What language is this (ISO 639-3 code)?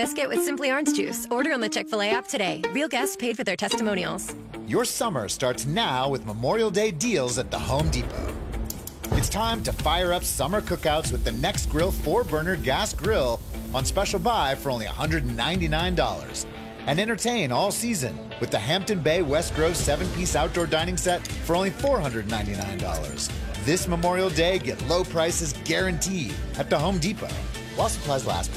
eng